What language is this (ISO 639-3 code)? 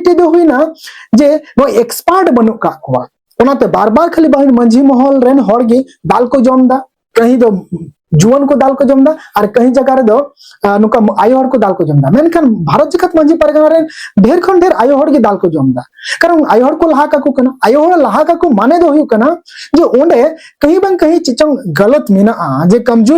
sat